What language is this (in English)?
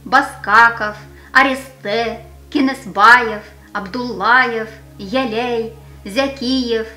Bashkir